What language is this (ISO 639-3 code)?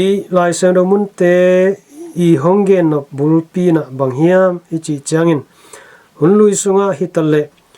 ctd